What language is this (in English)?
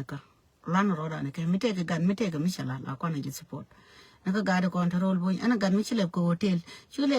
Nuer